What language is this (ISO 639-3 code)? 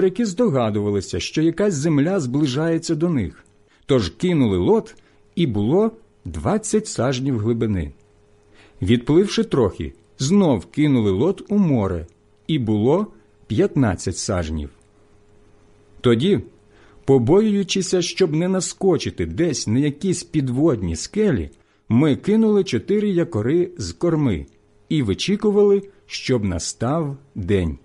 ukr